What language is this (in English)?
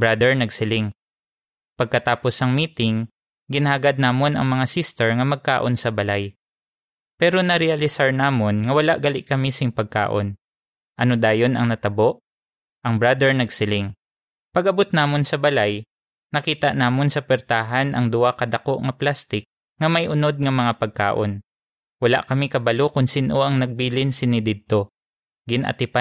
Hiligaynon